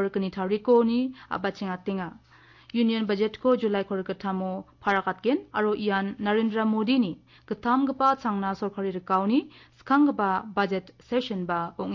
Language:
Garo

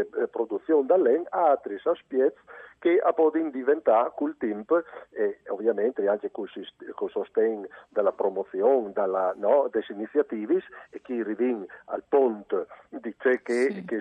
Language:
Friulian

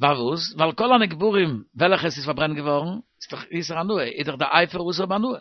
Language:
Yiddish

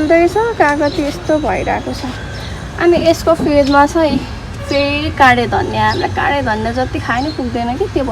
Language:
Nepali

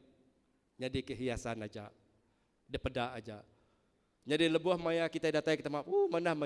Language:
Iban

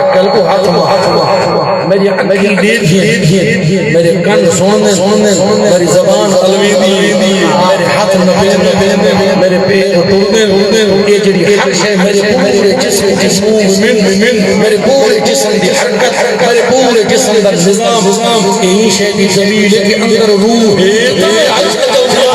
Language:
Saraiki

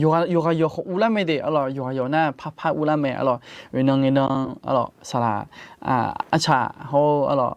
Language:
Akha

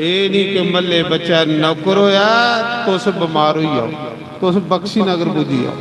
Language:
Dogri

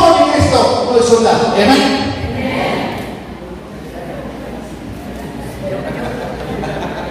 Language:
Filipino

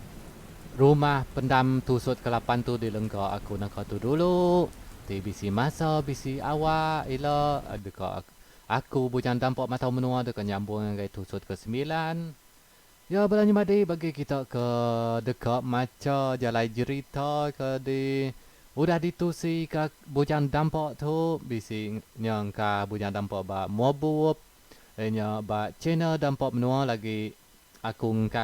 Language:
Iban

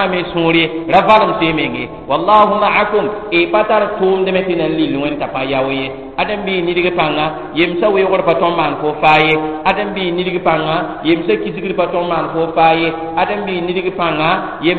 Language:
Mossi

